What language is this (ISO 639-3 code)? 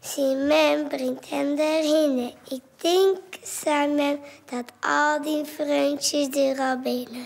fry